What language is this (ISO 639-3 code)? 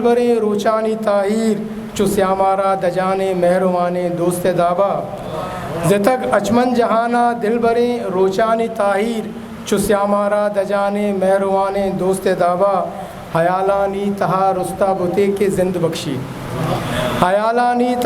bgp